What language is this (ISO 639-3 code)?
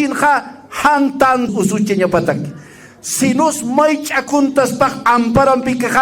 aym